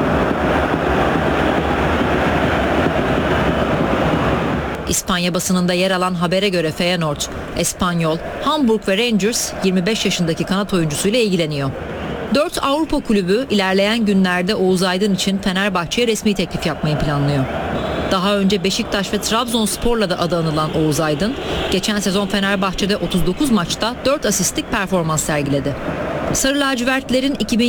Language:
Turkish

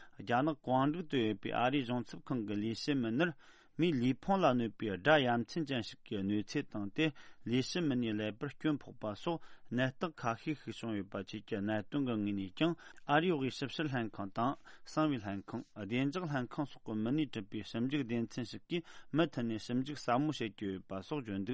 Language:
Tibetan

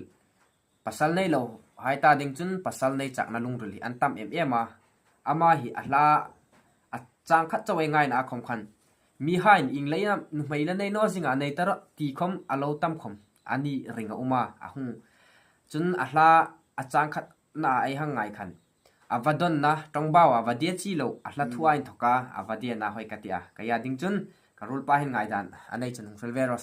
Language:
Hmar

